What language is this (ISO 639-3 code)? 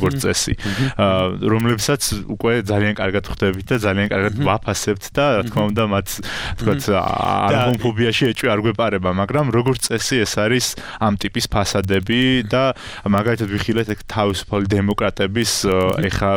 kat